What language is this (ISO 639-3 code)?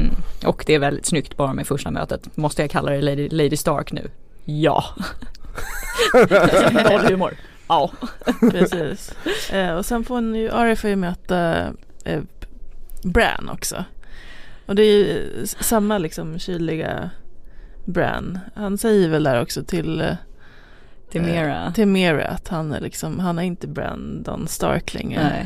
swe